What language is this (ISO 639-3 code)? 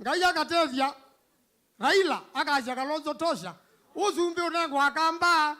kam